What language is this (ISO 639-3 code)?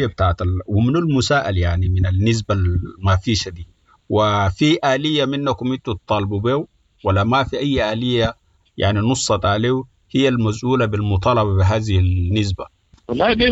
apd